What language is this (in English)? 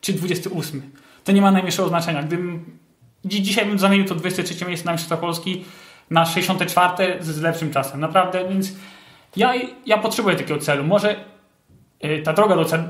Polish